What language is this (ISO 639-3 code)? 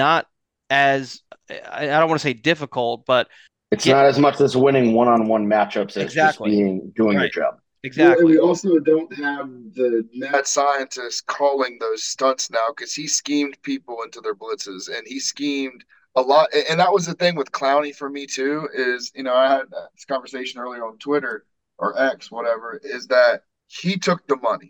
eng